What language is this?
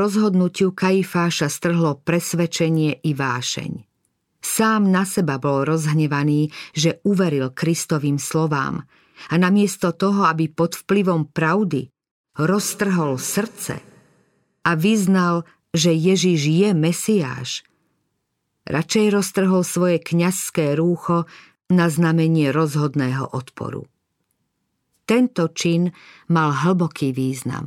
Slovak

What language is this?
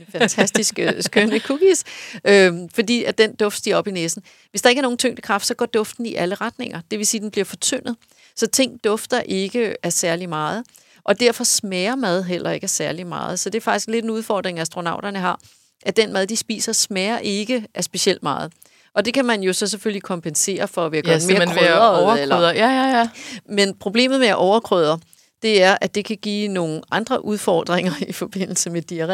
Danish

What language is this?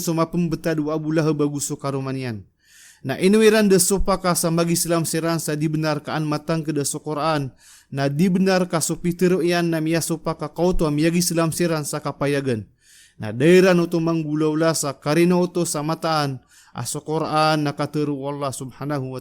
Maranao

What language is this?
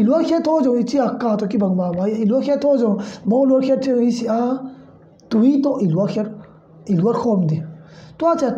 Tedim Chin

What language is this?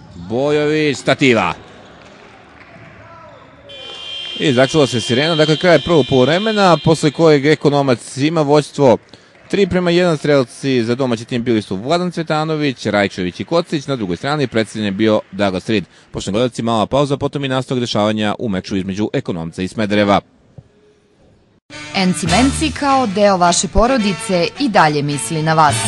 Serbian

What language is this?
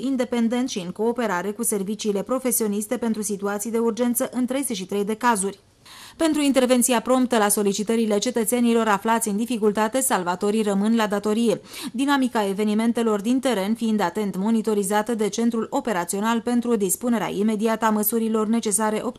Romanian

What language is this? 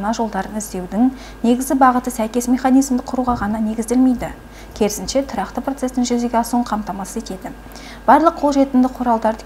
Kazakh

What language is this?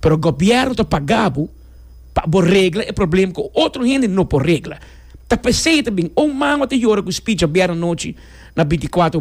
Papiamento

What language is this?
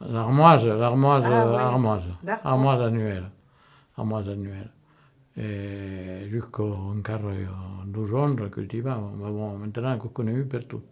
Occitan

